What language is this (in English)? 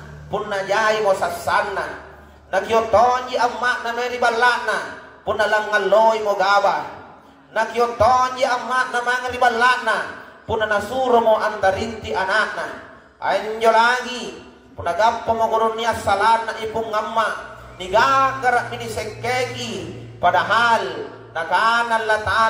Makasar